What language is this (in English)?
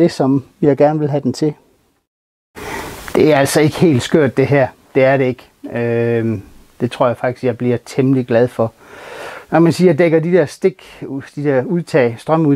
Danish